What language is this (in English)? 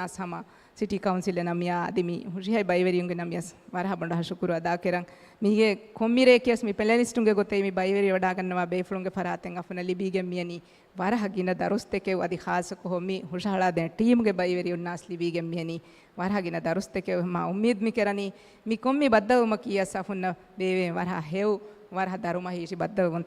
Divehi